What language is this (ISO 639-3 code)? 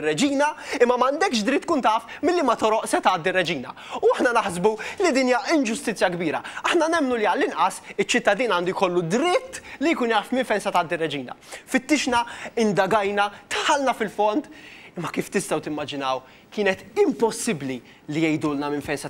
mlt